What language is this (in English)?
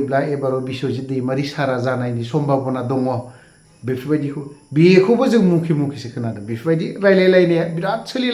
Bodo